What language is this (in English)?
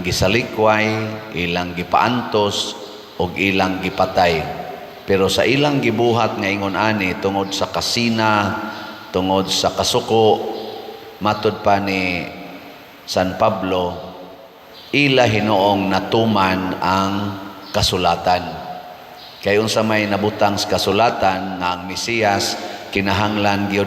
Cebuano